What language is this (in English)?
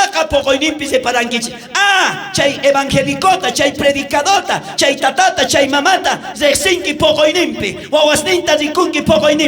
South Bolivian Quechua